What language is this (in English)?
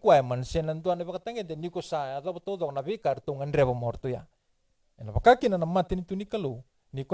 Fijian